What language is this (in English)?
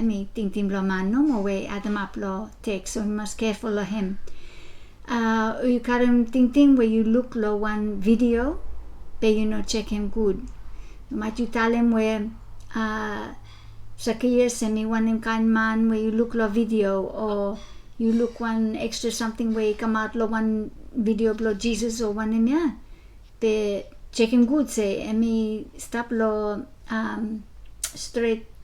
Bislama